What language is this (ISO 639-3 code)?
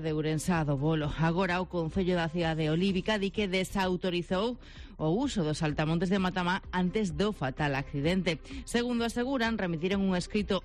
glg